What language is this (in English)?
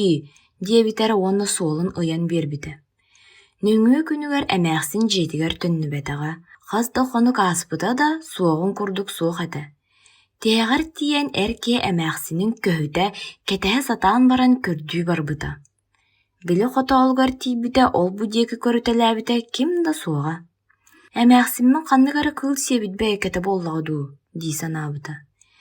Yakut